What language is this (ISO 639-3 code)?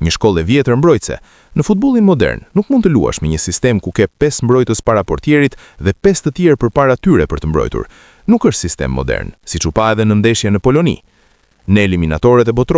sqi